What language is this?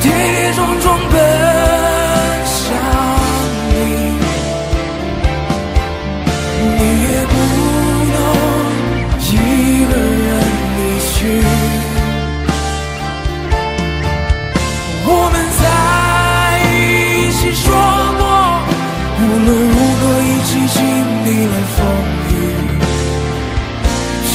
Chinese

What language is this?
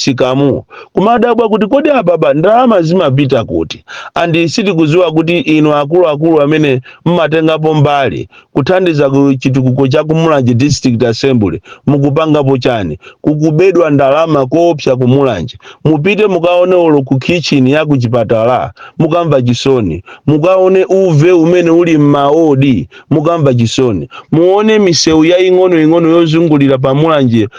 Nyanja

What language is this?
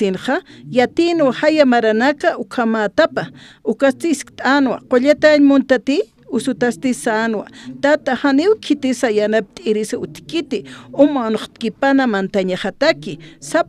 Aymara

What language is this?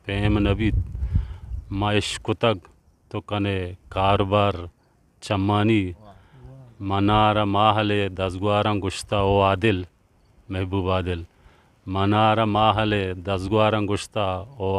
Eastern Balochi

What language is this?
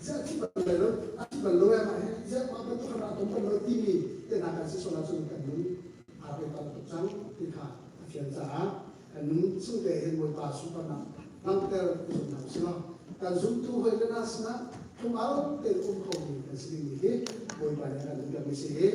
Hakha Chin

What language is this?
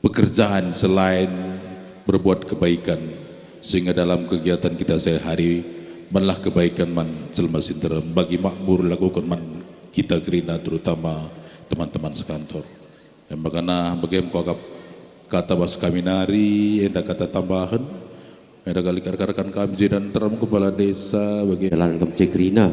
Batak Karo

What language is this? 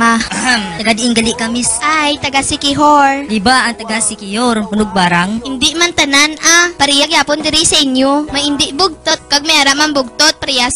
Hiligaynon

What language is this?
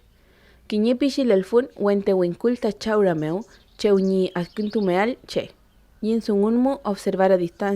Mapuche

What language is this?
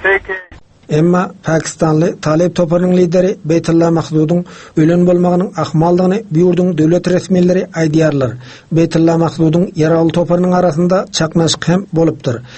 Turkmen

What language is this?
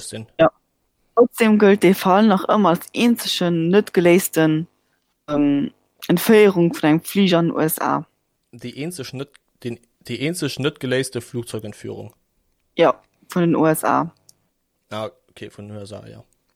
Luxembourgish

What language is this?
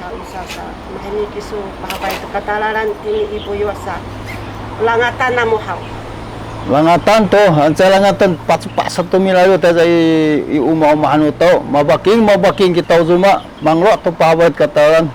Sakizaya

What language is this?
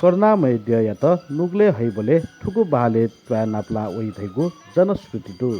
Newari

